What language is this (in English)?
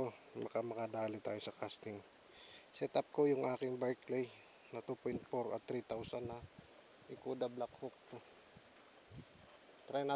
Filipino